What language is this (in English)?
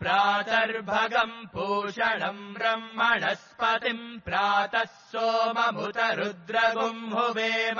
Sanskrit